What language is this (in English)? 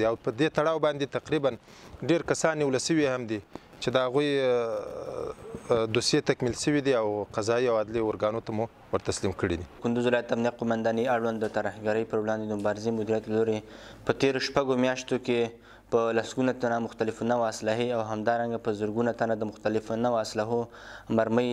Pashto